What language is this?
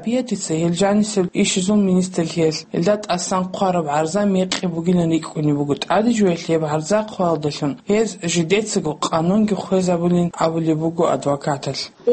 Avaric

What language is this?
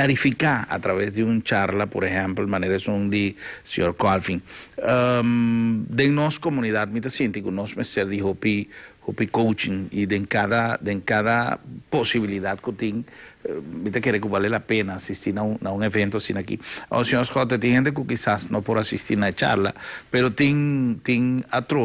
Papiamento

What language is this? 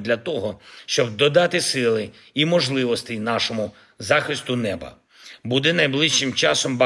Ukrainian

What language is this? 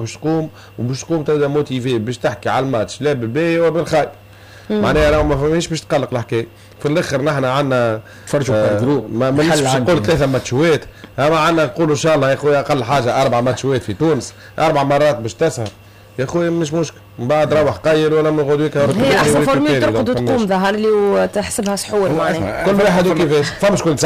Tunisian Arabic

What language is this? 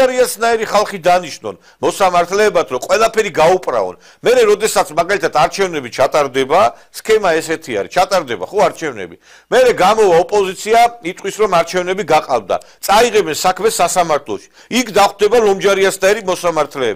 Georgian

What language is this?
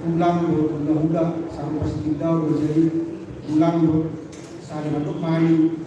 Batak Toba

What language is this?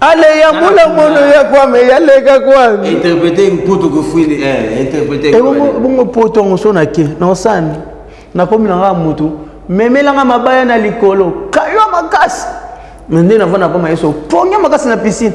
Lingala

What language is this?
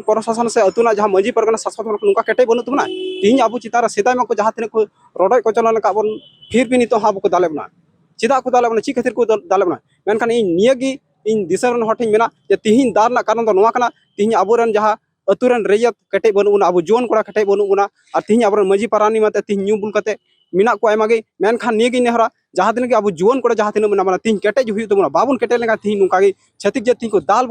Santali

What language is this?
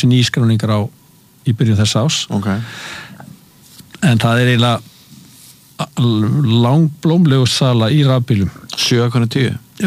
Icelandic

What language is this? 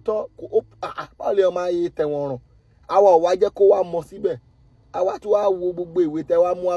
Yoruba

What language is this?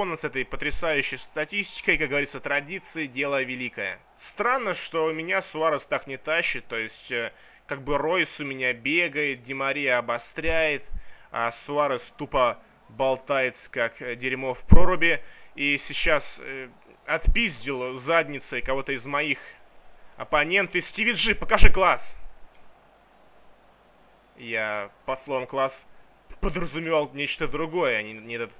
Russian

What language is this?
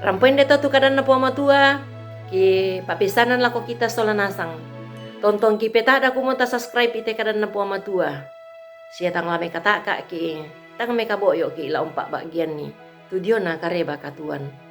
Toraja-Sa'dan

